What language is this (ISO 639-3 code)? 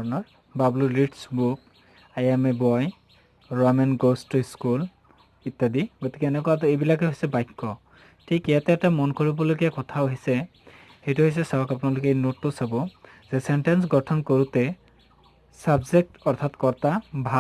asm